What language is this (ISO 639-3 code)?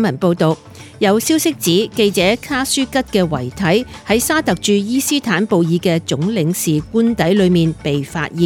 yue